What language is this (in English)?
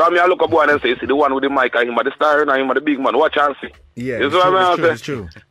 Jamaican Creole English